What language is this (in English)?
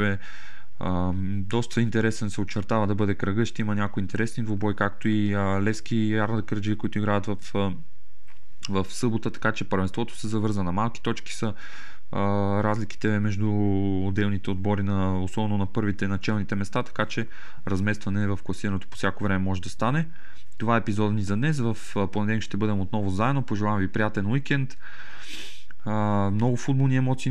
Bulgarian